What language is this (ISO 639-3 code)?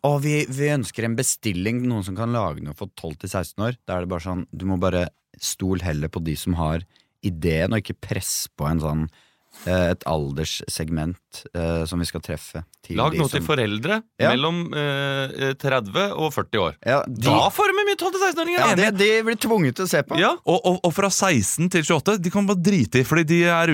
nor